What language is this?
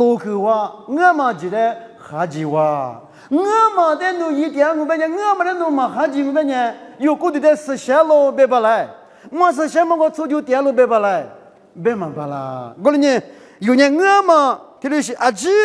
Lisu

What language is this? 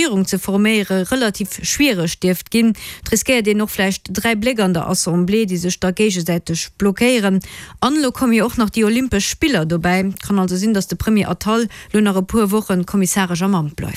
Luxembourgish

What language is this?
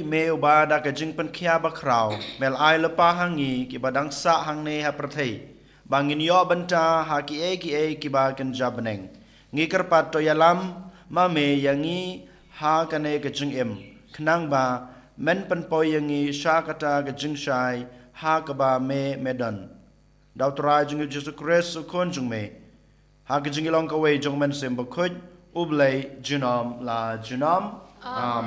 Khasi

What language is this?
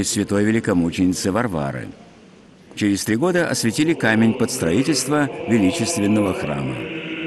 Russian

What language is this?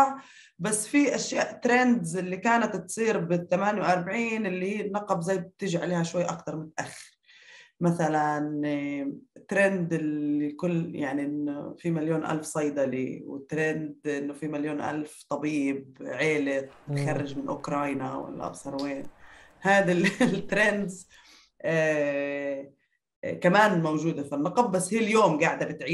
North Levantine Arabic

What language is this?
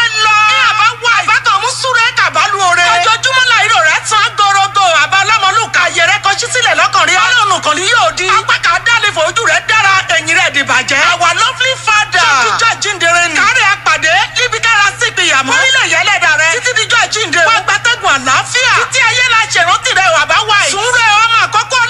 Yoruba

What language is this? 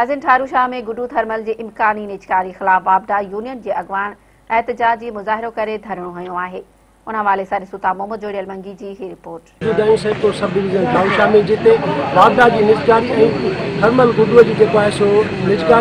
Sindhi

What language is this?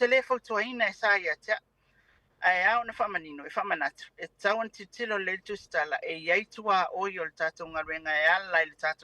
Samoan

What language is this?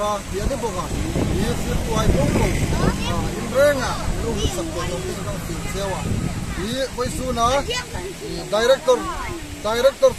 Hmar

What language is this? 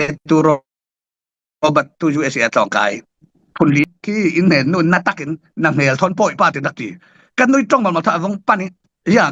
Falam Chin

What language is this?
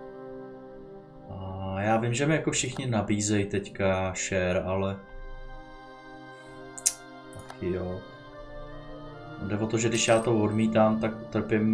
Czech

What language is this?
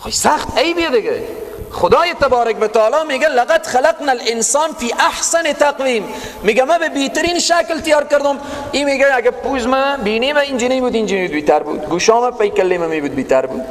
Persian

